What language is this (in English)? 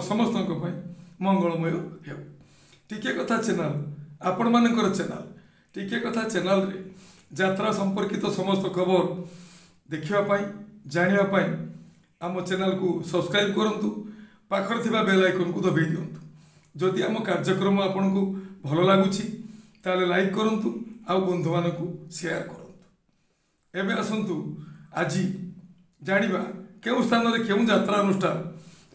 Odia